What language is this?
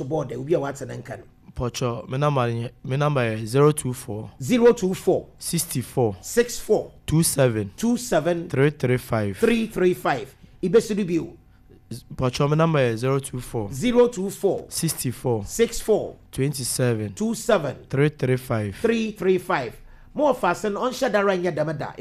Akan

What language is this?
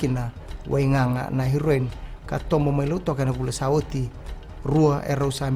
Fijian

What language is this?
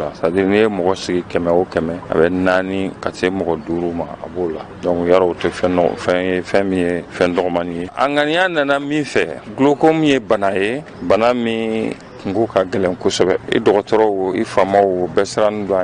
Bambara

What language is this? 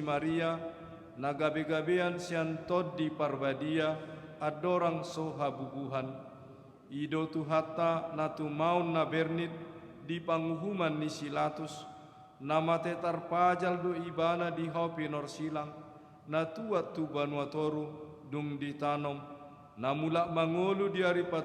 Batak Toba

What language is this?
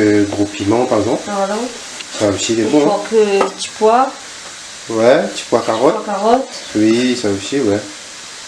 Réunion Creole French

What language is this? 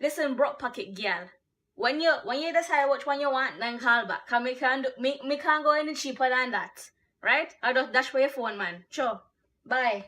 Jamaican Creole English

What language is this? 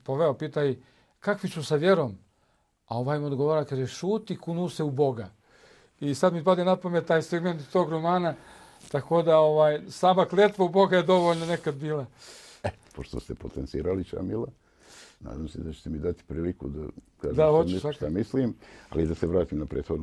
Bosnian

